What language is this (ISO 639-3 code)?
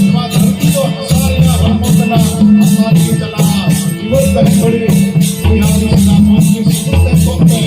sat